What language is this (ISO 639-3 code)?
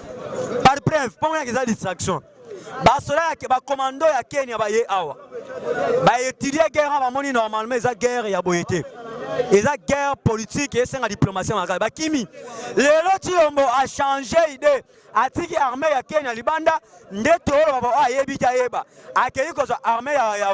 lin